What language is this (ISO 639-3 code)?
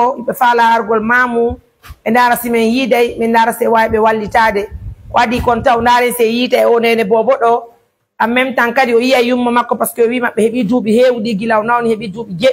fuf